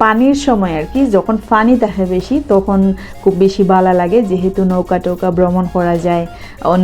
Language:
Sylheti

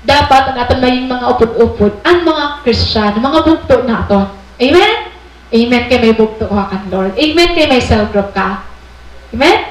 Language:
Waray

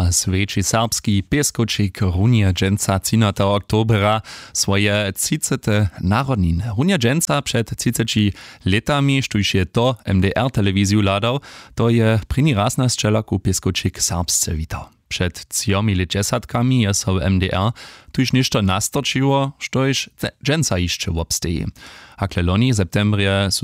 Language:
Upper Sorbian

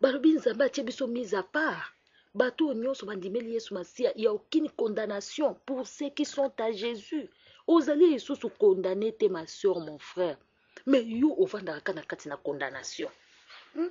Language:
Lingala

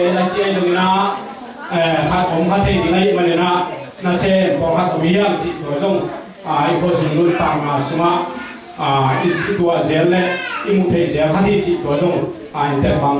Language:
Tedim Chin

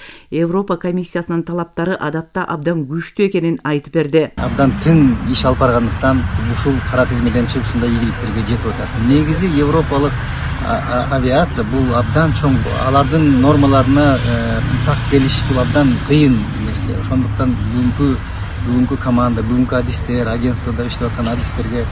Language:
Kyrgyz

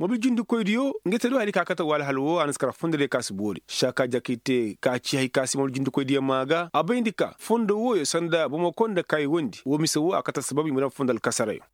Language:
Koyraboro Senni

